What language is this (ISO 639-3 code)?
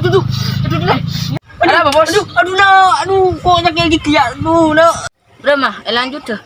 mad